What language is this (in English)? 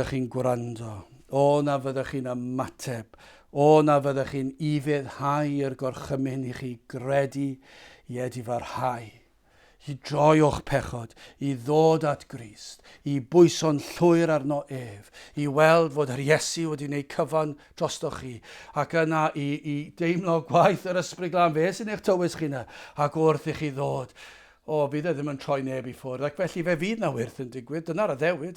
Welsh